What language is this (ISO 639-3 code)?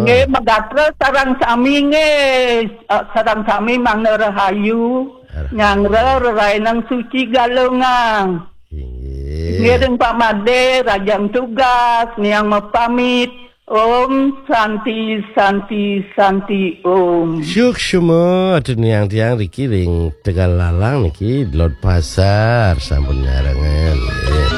ban